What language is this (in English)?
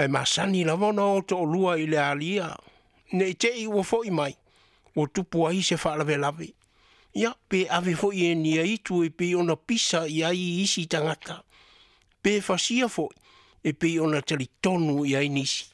Samoan